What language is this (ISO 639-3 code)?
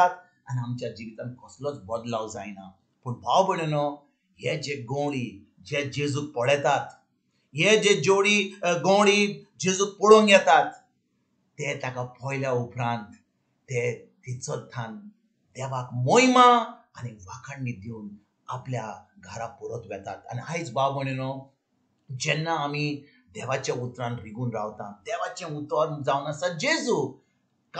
kok